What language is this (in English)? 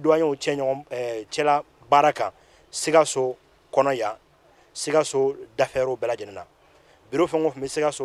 Bambara